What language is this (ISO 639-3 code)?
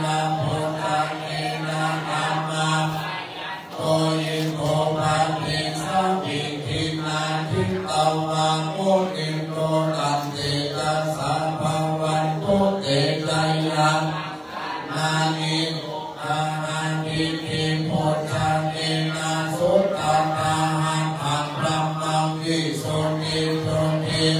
pli